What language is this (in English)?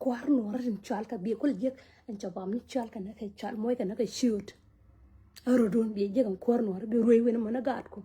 Nuer